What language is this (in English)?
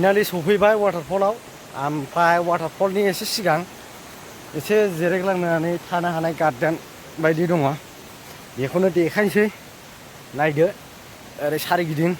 Bodo